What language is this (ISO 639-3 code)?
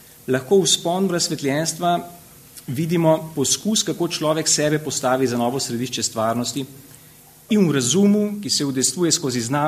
slv